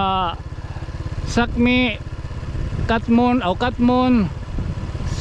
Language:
Waray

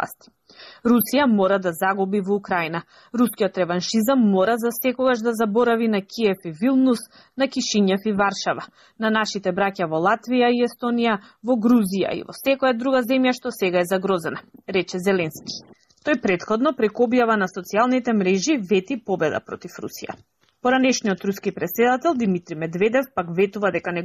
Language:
Macedonian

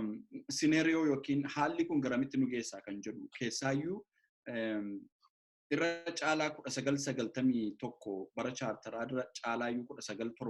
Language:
Oromo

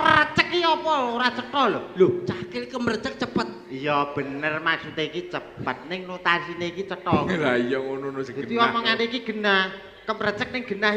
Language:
Javanese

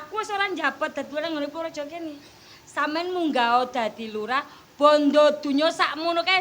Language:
Javanese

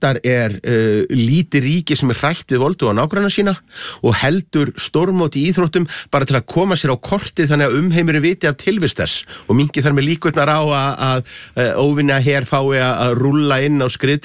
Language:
Icelandic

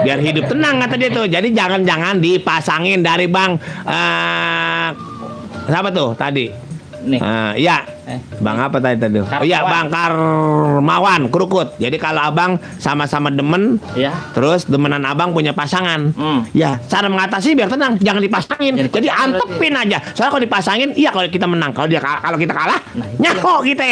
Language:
Betawi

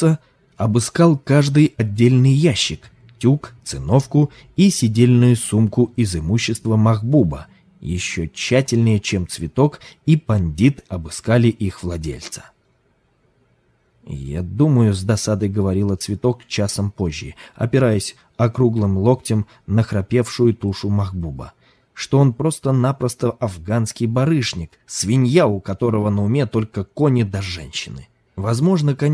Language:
Russian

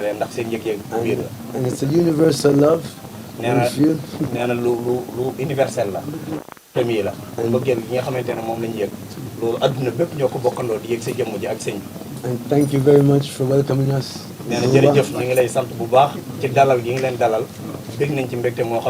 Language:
Wolof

